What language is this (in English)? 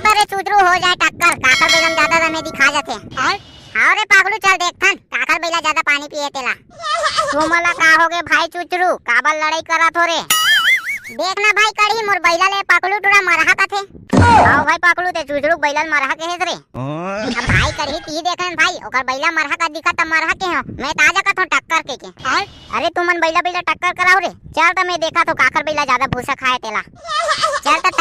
Chhattisgarhi